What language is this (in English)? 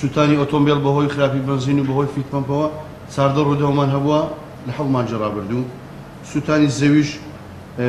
Central Kurdish